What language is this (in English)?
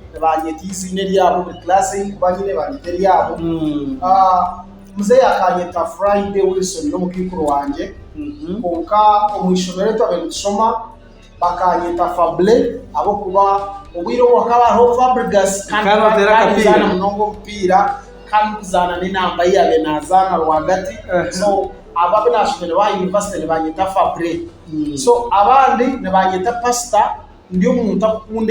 Nyankole